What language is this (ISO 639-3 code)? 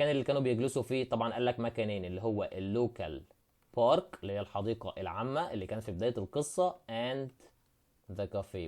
arz